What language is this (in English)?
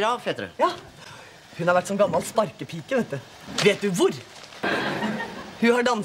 Norwegian